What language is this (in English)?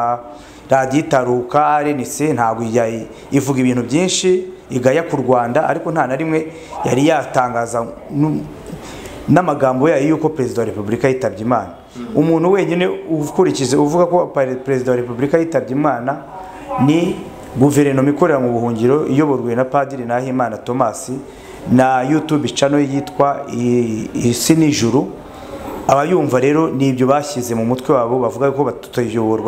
Kinyarwanda